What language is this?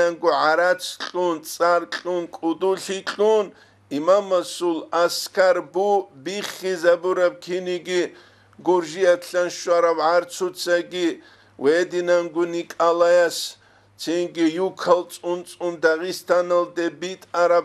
Avaric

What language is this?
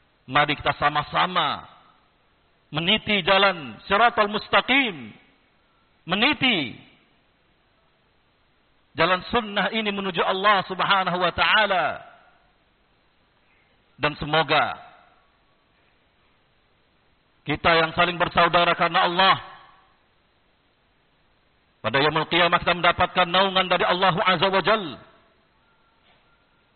Indonesian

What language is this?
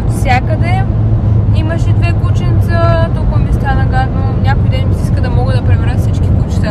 Bulgarian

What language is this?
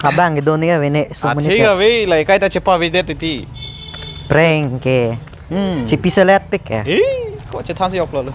Karbi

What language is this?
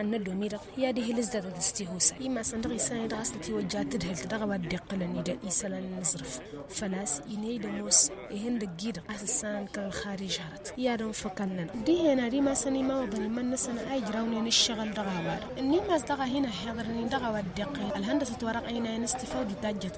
Tamasheq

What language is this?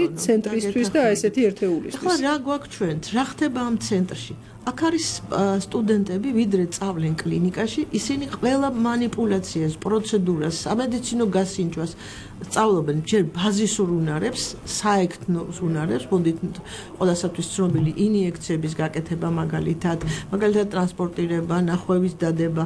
Georgian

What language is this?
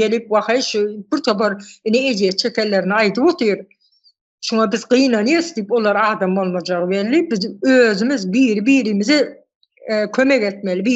Turkmen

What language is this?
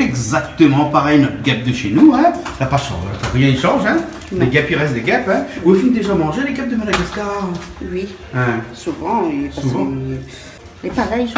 Réunion Creole French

